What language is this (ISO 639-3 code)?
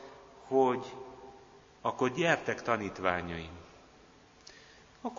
hun